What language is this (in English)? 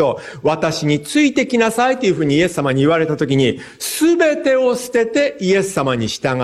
Japanese